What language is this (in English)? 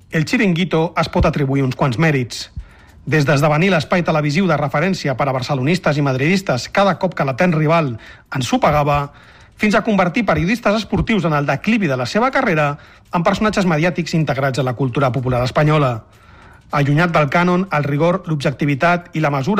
Catalan